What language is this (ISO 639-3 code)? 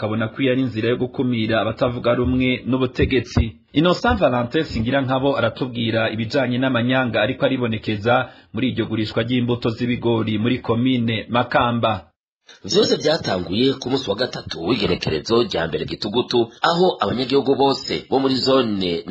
run